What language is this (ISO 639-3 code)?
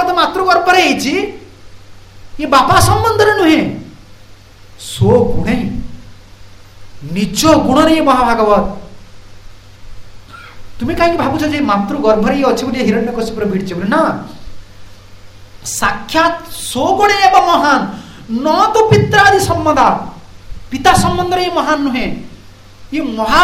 ori